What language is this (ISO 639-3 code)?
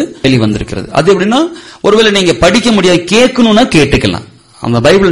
tam